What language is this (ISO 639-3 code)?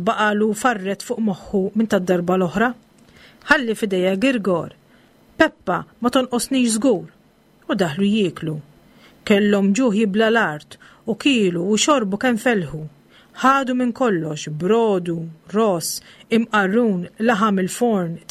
mlt